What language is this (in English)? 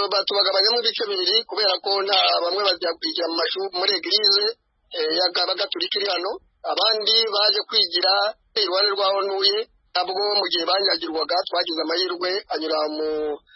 Kinyarwanda